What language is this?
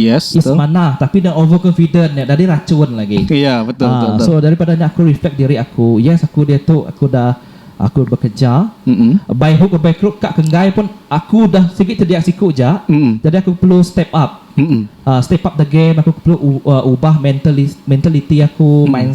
Iban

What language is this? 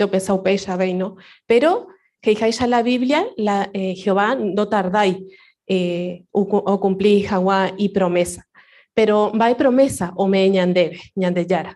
Guarani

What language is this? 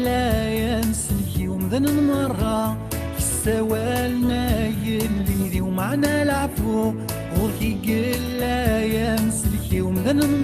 Kabyle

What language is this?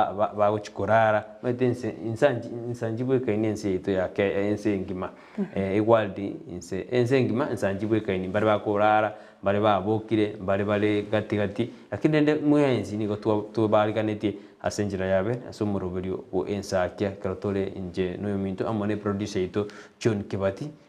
Gusii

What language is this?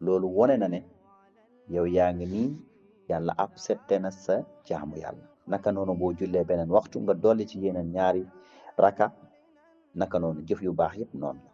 Wolof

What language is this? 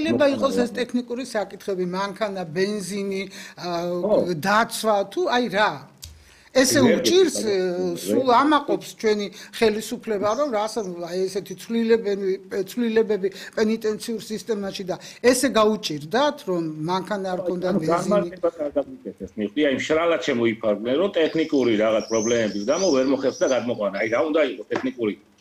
Georgian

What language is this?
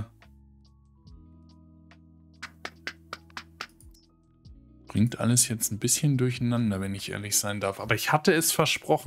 German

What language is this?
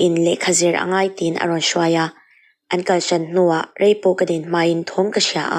Mizo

